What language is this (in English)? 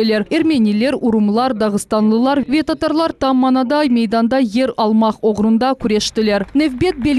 Crimean Tatar